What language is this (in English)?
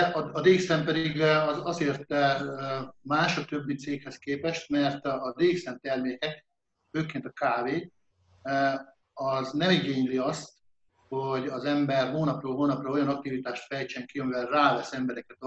Hungarian